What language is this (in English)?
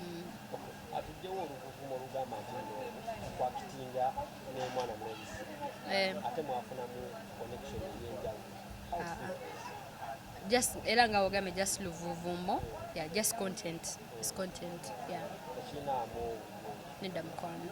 Ganda